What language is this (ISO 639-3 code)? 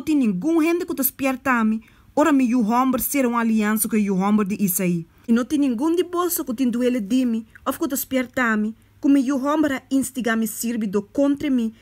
pap